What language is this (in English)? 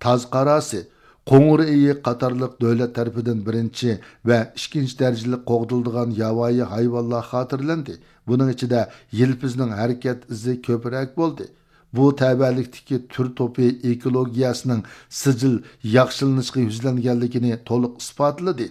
Uyghur